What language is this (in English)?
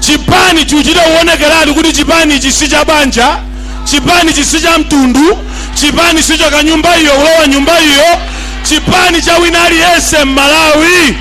Nyanja